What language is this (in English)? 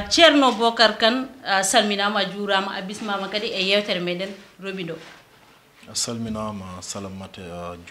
Fula